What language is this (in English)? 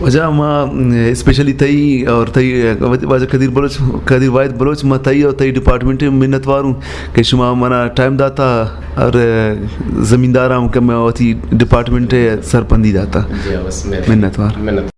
Eastern Balochi